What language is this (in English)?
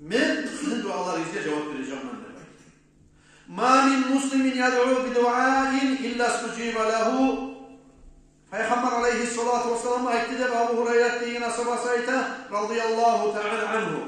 Kumyk